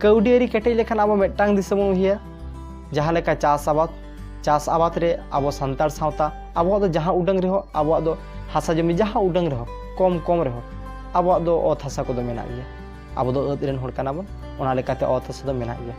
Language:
Santali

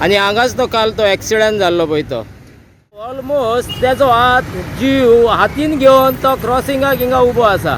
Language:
Konkani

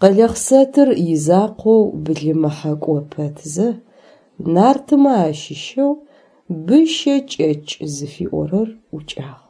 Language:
Adyghe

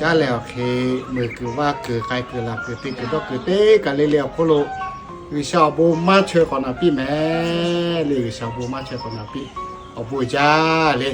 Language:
Lahu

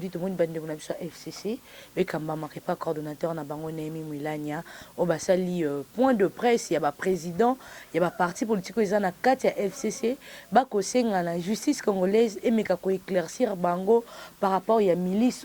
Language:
Lingala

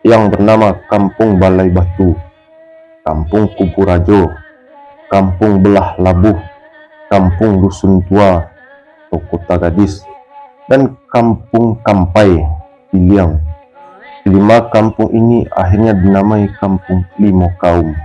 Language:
Minangkabau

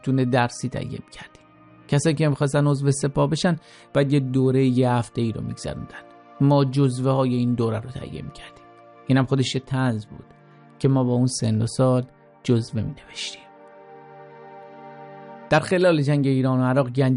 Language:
Persian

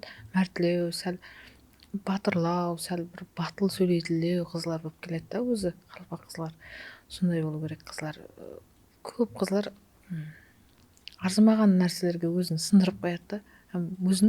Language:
Kara-Kalpak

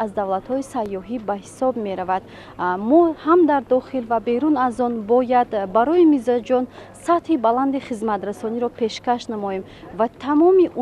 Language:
Tajik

